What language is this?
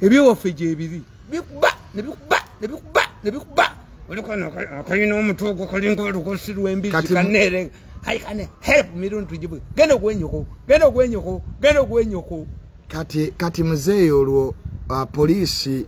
Ganda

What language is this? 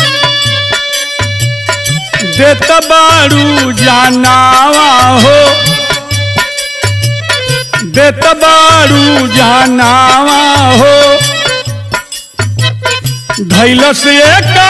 Bhojpuri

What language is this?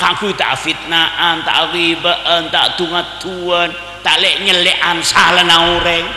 Madurese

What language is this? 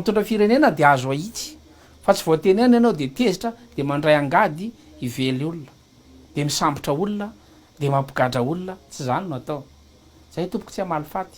Malagasy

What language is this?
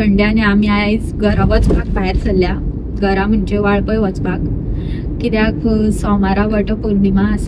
Konkani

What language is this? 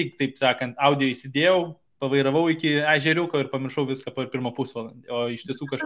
Lithuanian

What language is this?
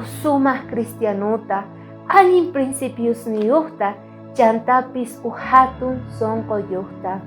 South Bolivian Quechua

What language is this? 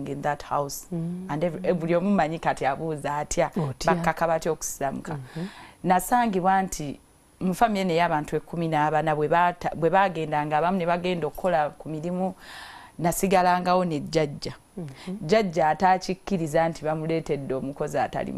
Ganda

